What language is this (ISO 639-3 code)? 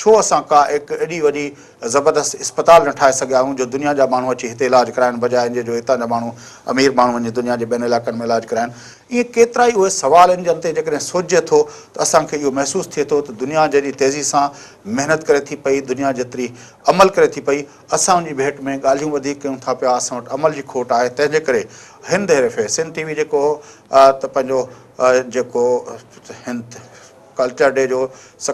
snd